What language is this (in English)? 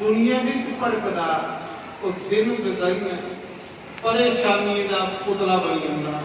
Dogri